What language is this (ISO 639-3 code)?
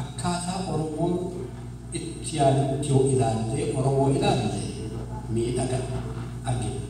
orm